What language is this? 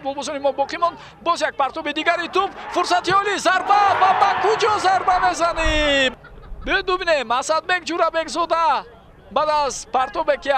Tajik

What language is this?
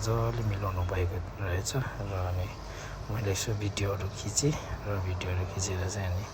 Nepali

